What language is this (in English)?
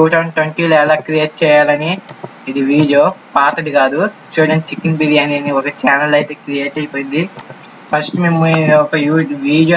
Telugu